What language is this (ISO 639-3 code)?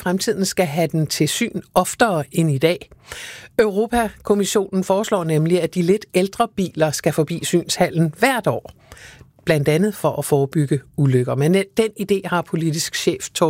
dan